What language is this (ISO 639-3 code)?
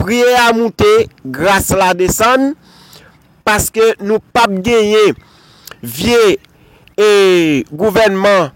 hat